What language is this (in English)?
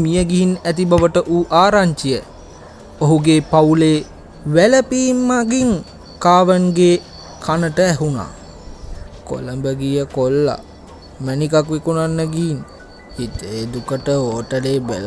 Sinhala